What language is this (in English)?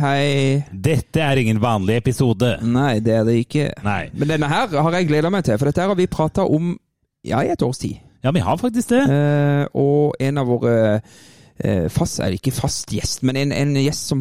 Norwegian